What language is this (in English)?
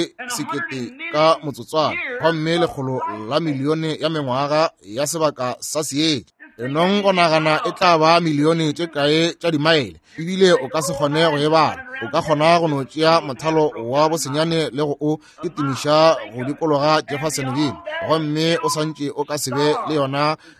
Northern Sotho